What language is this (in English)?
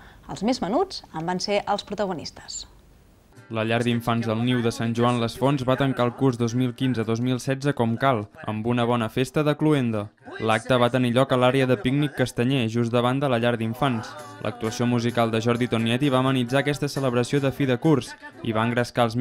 Catalan